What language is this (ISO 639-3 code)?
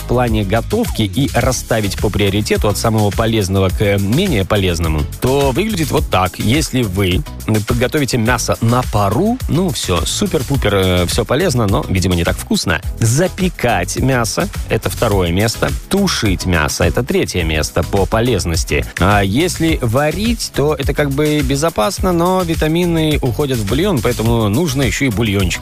rus